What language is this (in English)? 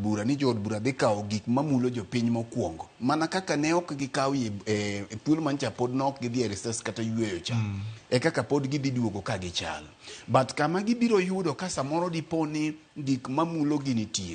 Luo (Kenya and Tanzania)